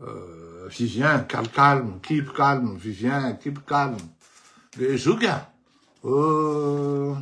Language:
Malagasy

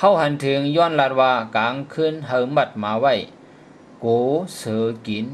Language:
Shan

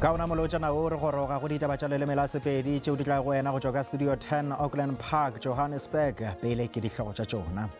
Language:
Northern Sotho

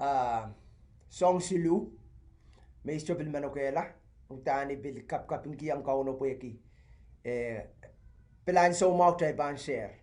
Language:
Pohnpeian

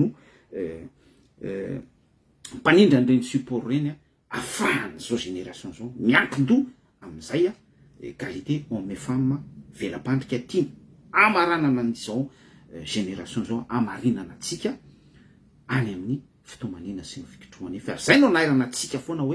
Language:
Malagasy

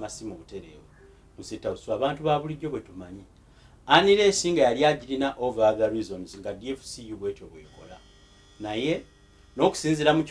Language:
Ganda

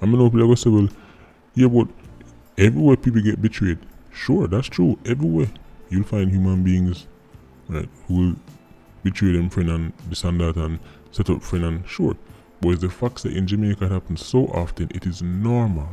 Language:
Jamaican Creole English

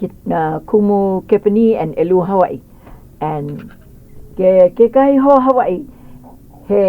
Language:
Hawaiian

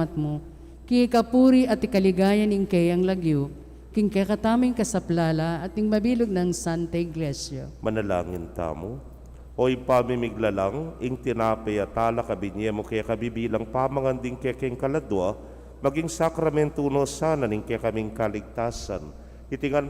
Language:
Pampanga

